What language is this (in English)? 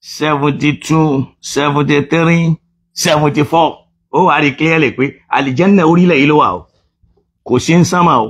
Yoruba